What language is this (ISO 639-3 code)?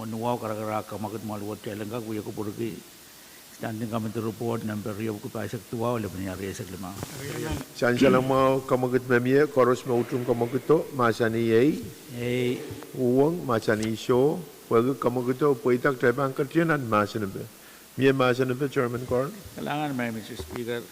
pon